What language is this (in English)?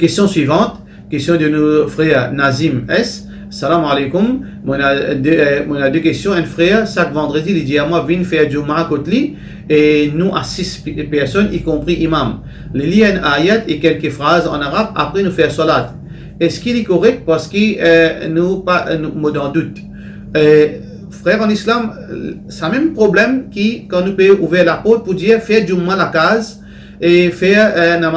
Morisyen